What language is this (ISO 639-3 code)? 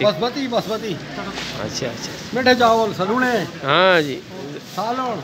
skr